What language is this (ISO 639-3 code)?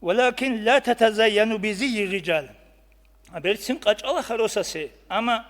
ava